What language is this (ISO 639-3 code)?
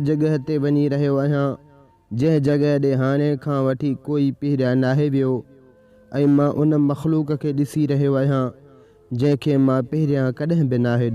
snd